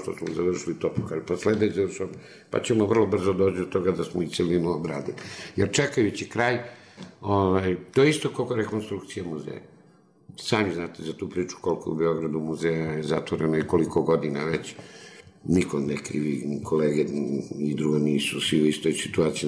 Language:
Serbian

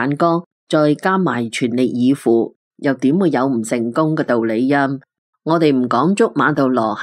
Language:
Cantonese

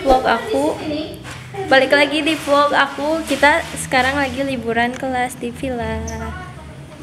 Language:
Indonesian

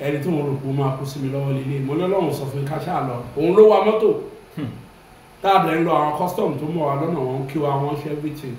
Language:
Yoruba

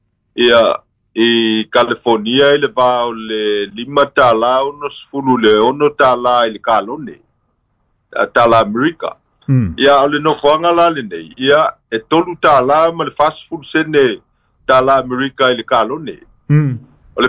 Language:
Samoan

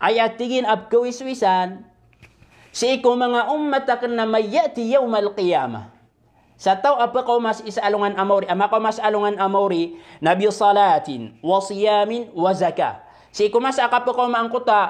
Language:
Maranao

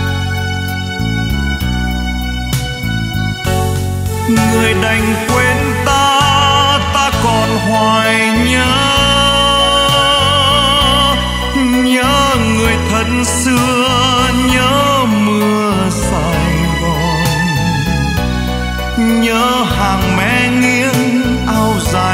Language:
Vietnamese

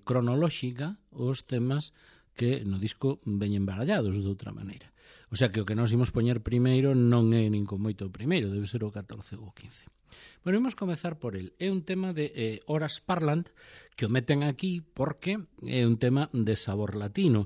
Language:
Galician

